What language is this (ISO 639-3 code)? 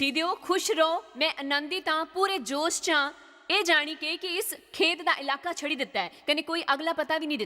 doi